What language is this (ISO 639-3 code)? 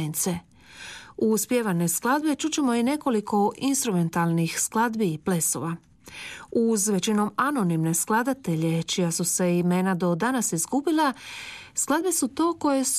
hrv